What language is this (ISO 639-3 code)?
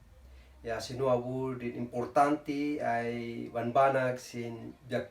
kne